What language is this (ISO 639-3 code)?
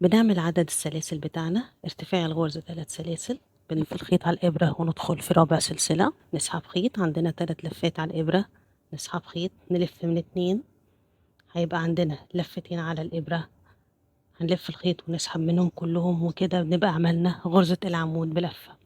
arz